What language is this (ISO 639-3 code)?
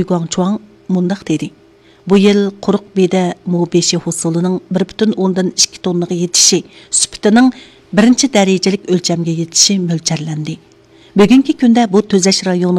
uig